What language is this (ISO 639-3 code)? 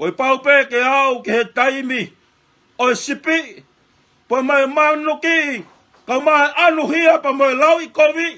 ton